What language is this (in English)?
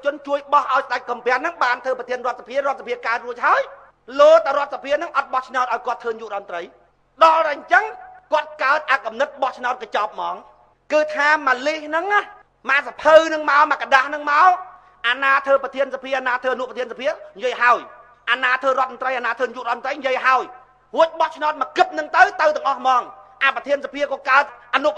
Khmer